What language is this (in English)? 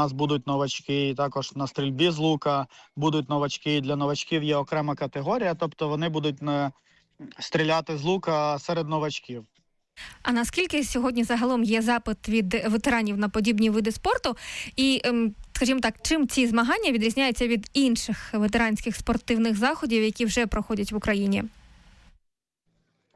Ukrainian